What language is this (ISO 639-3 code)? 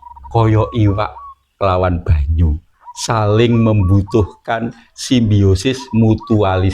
jav